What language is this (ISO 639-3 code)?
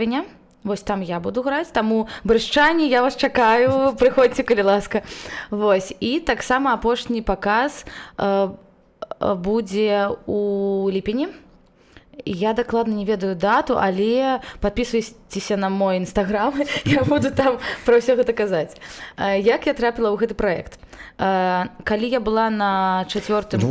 bel